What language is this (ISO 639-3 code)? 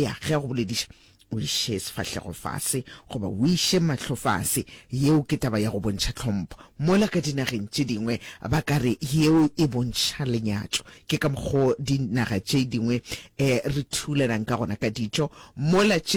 nso